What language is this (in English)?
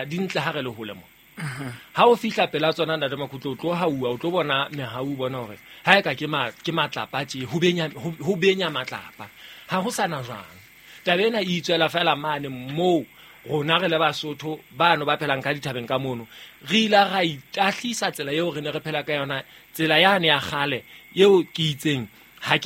Southern Sotho